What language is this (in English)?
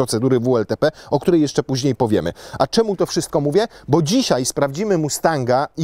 Polish